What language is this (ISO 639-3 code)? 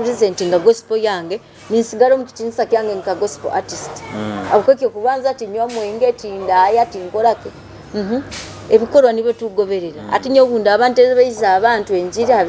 nyo